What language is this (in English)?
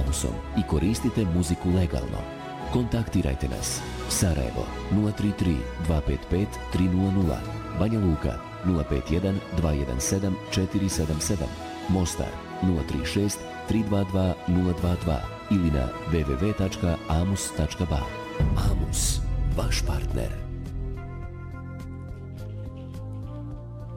Bosnian